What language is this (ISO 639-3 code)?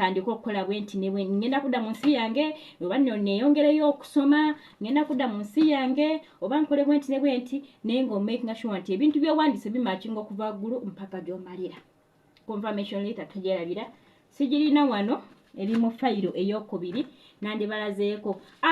lug